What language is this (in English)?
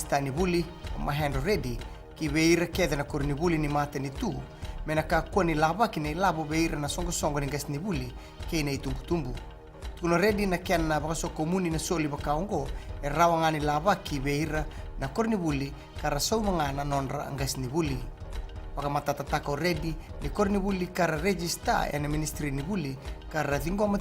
Fijian